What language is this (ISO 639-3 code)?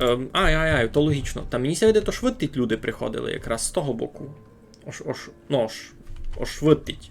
rue